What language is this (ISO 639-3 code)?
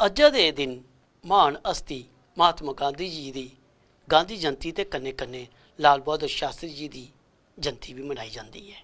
doi